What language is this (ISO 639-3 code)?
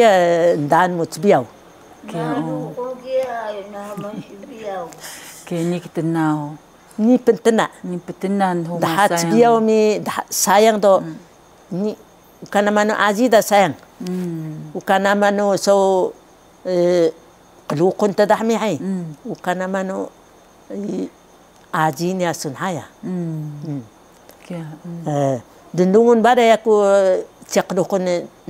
trv